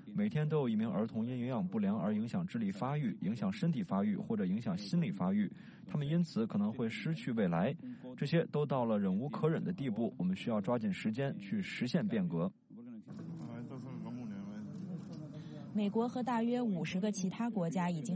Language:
Chinese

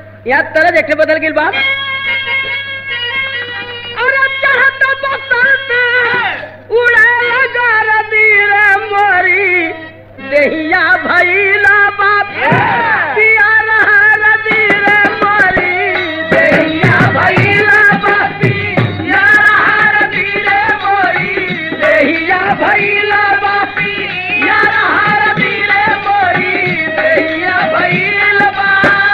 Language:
Bhojpuri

